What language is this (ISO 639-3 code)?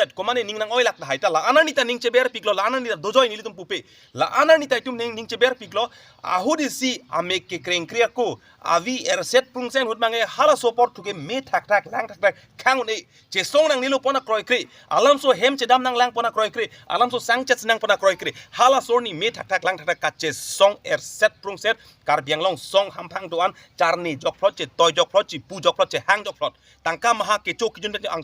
mjw